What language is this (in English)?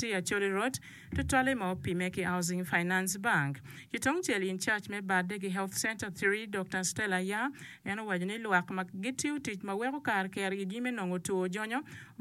Acoli